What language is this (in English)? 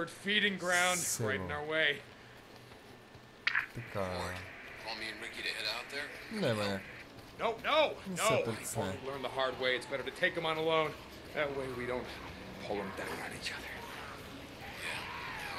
Bulgarian